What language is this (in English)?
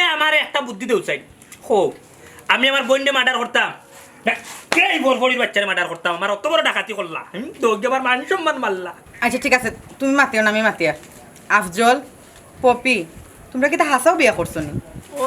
Sylheti